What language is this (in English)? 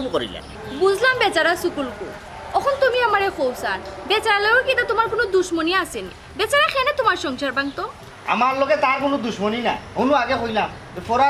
Sylheti